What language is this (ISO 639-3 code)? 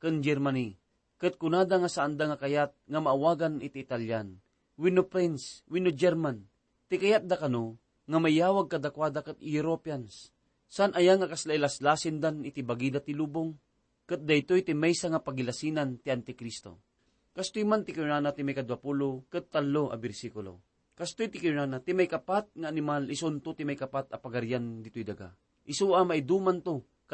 ilo